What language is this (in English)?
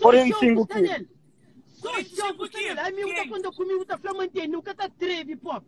Kabuverdianu